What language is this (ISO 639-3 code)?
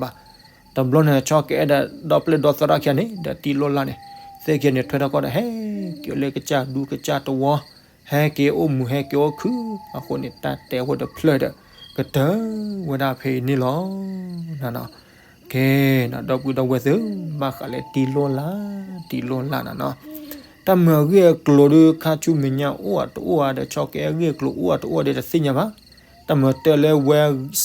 ksw